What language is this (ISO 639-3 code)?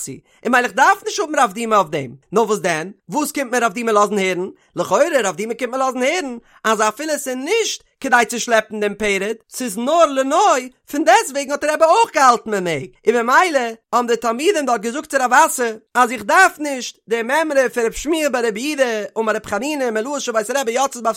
yid